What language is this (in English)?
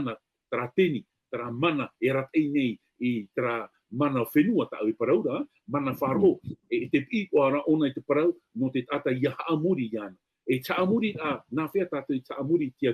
Tahitian